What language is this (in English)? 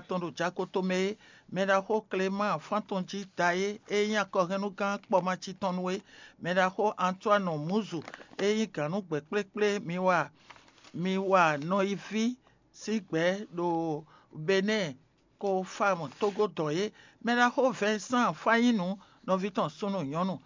Fon